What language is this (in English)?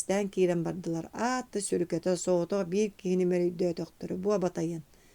Yakut